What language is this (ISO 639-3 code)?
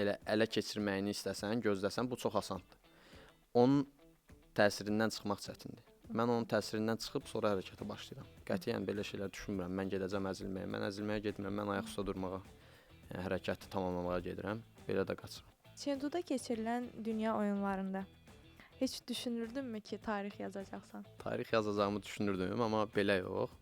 aze